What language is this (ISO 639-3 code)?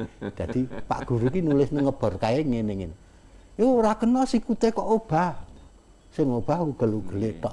jav